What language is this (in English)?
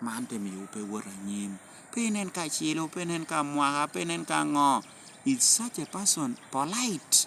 Lango (Uganda)